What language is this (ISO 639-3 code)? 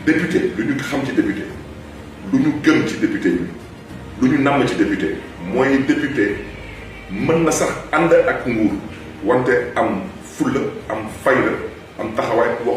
wol